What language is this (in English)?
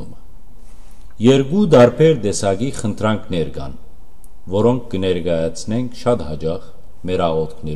Western Armenian